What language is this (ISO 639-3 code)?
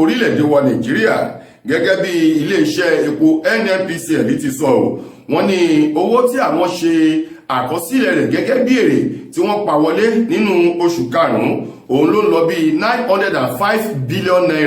yor